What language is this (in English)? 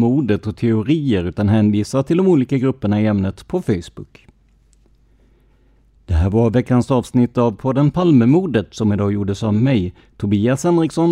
Swedish